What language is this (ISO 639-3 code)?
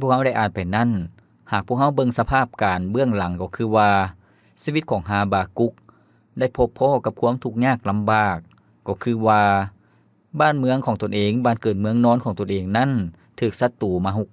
lao